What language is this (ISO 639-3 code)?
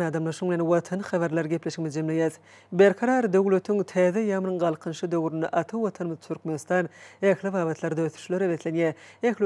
tuk